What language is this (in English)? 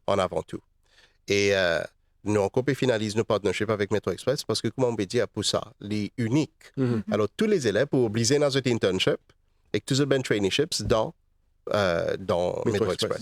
Morisyen